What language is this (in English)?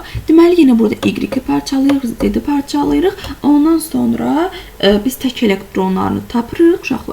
Azerbaijani